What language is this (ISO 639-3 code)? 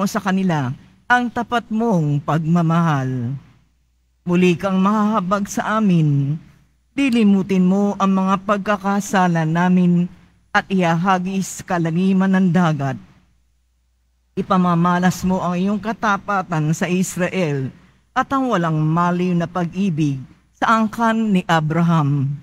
fil